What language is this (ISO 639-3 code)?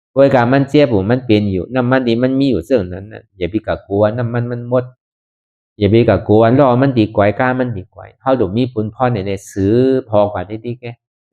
shn